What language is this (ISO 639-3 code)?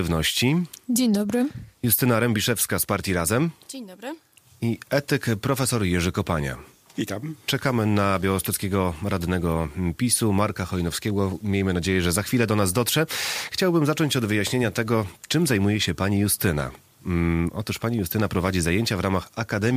pol